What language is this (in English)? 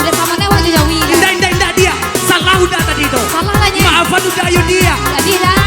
Minangkabau